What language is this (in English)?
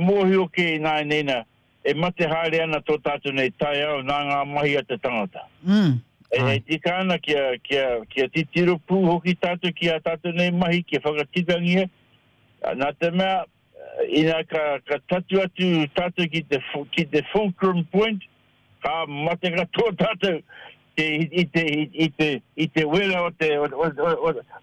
Māori